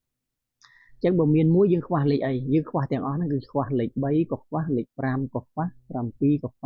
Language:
Khmer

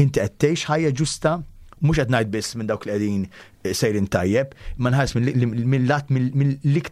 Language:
Maltese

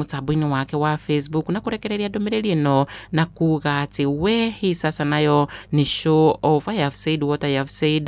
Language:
Kikuyu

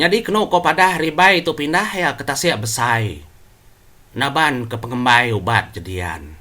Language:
Iban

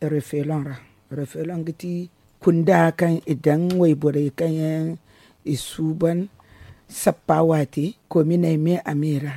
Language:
Zarma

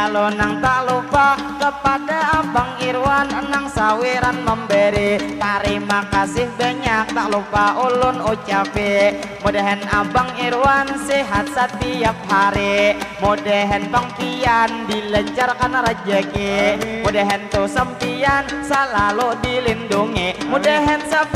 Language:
Banjar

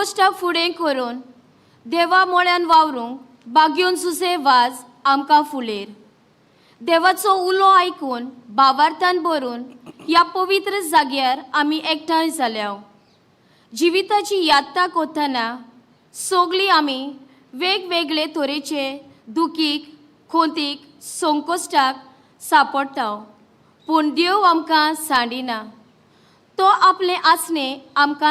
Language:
Konkani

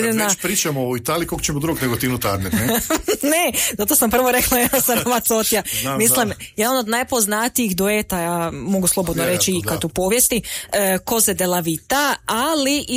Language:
Croatian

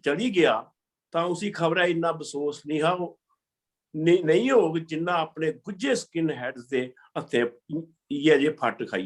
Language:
Dogri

